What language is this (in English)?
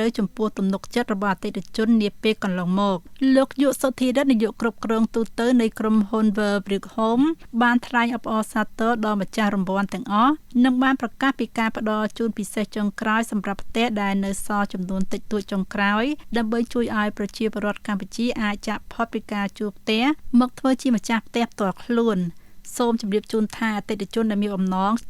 Khmer